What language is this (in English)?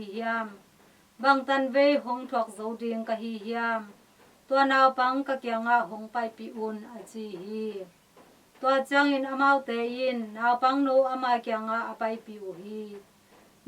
Tedim Chin